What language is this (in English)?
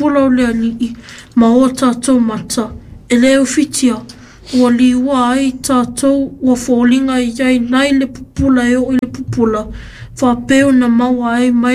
Samoan